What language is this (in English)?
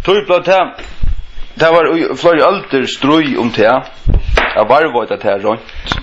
Faroese